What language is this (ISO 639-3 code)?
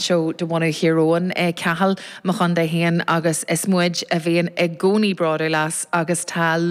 gle